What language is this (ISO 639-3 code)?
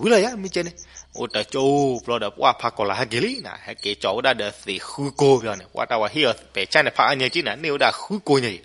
ksw